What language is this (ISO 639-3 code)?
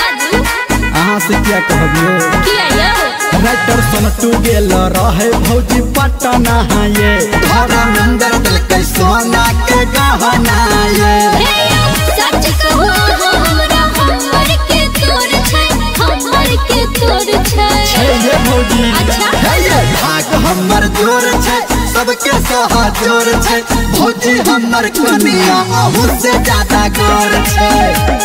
mai